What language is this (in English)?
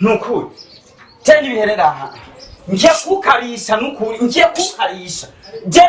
Rundi